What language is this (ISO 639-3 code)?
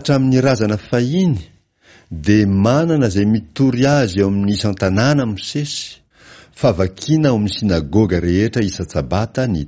mlg